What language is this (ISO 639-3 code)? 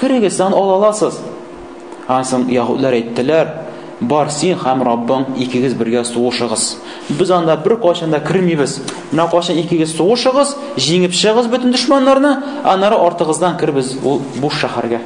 tat